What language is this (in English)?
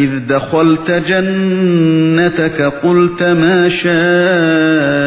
Uyghur